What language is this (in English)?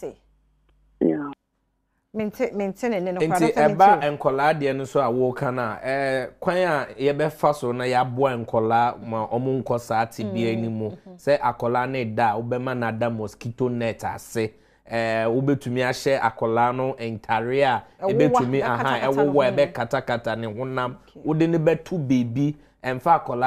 Akan